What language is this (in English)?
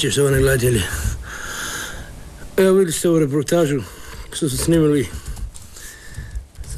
Croatian